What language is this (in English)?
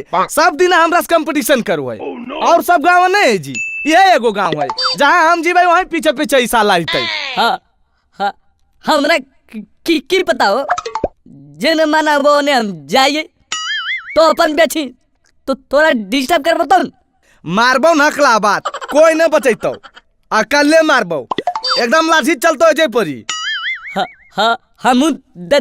Magahi